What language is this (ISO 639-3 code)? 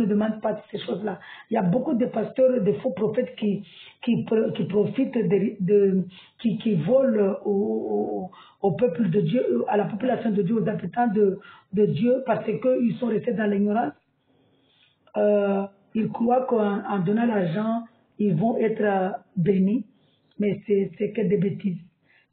fra